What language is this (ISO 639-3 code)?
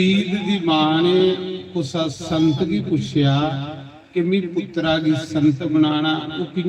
doi